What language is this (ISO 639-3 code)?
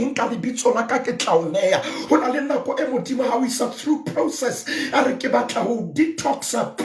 sot